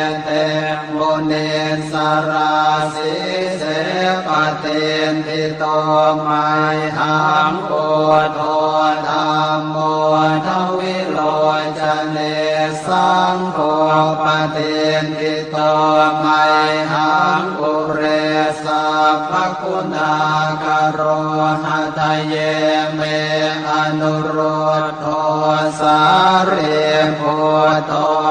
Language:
Pali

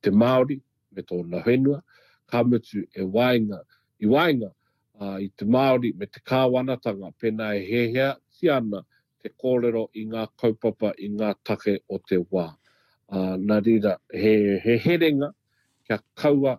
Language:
Māori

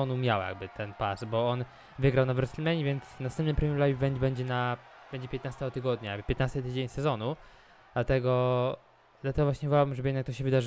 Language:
Polish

